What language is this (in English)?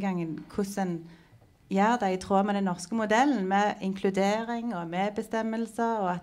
Norwegian